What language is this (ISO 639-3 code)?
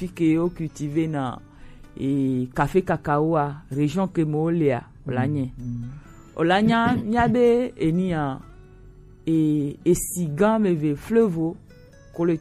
gej